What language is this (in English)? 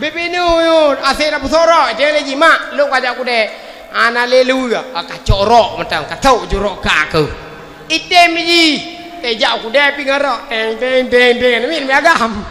Achinese